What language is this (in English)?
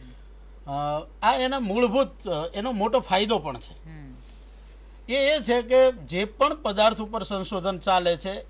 Gujarati